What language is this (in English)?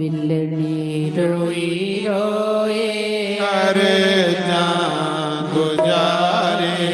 Dogri